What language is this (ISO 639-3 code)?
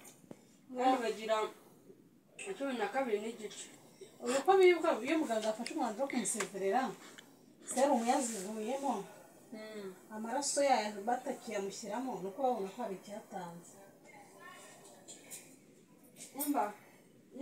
kin